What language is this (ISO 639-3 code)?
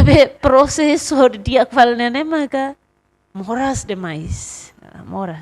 tet